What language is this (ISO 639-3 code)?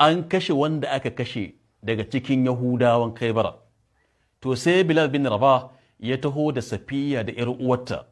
hau